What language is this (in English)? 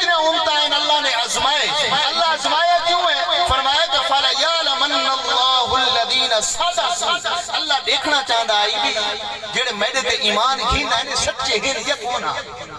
Saraiki